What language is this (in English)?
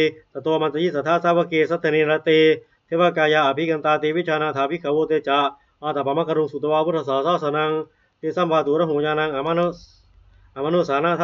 Pali